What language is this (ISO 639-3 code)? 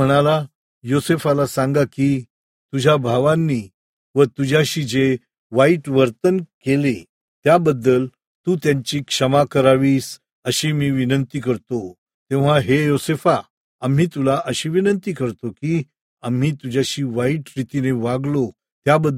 mar